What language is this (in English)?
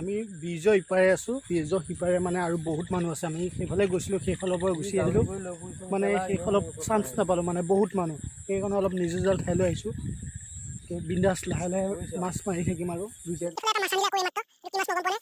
Assamese